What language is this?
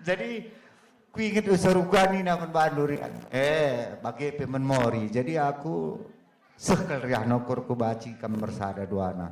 Batak Karo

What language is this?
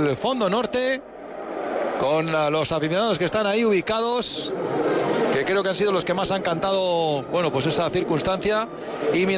Spanish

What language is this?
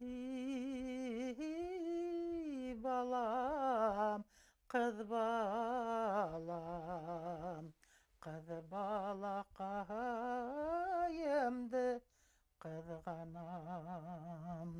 Bashkir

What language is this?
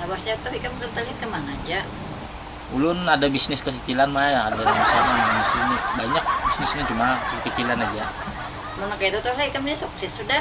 Banjar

